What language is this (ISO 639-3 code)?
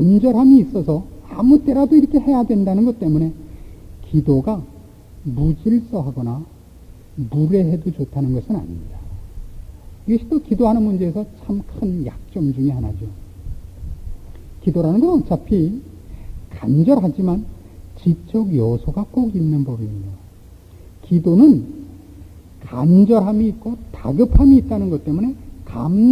kor